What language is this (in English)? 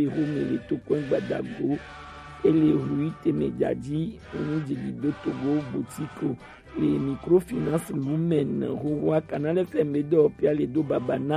Gen